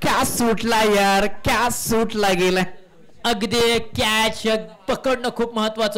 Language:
Marathi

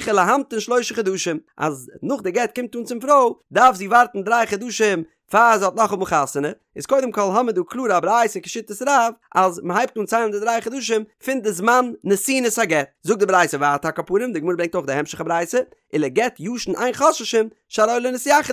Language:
Yiddish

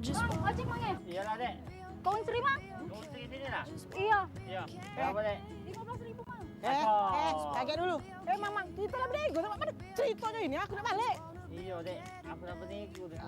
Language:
Musi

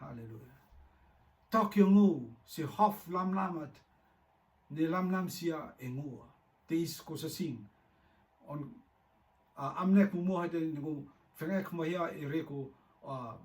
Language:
Rotuman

